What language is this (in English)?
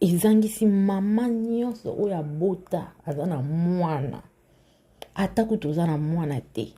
Lingala